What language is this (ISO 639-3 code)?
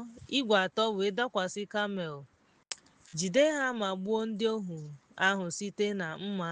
ibo